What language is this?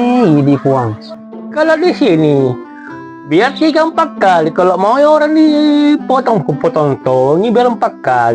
Buginese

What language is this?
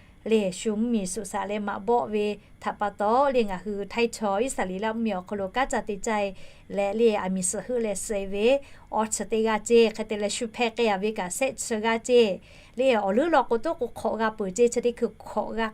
Lahu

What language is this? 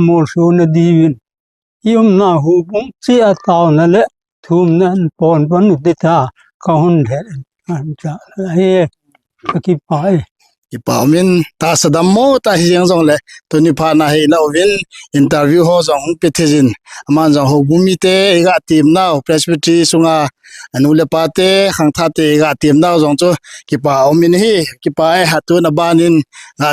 Thado Chin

